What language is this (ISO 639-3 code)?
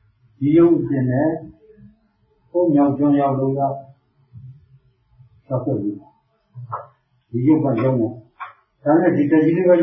mya